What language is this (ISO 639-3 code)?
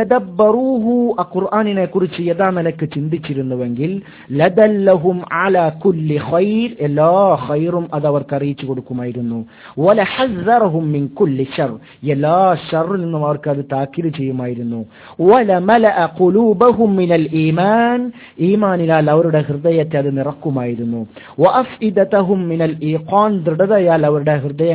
mal